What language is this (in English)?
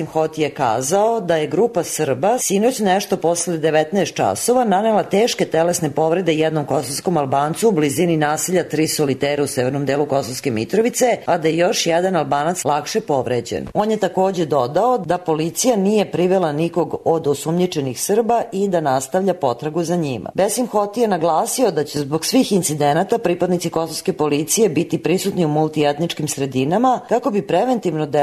Serbian